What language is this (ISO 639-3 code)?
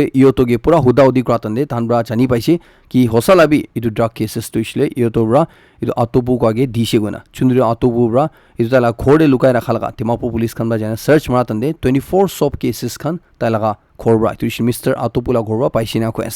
nag